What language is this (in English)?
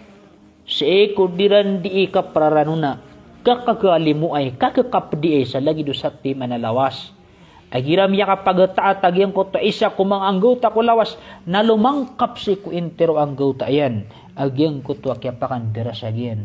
Maranao